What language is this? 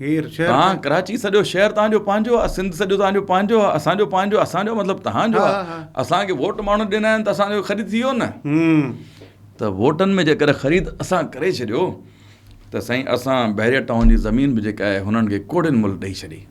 Sindhi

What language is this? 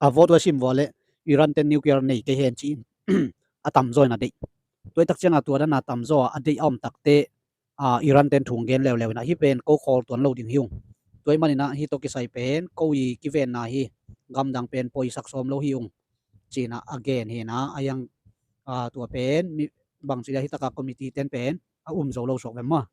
Tedim Chin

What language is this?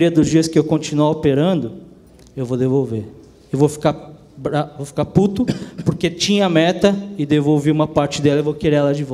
Portuguese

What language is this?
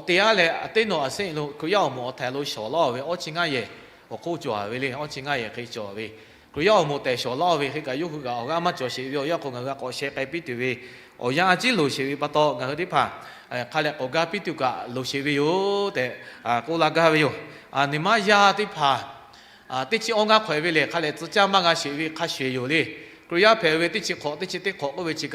Lahu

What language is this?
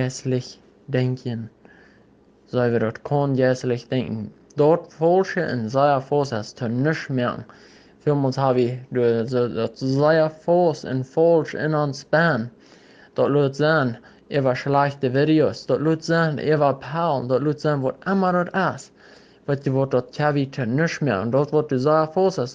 Plautdietsch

